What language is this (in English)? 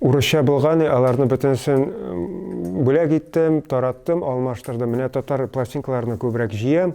Tatar